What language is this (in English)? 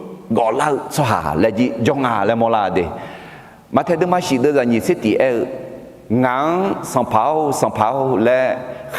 Akha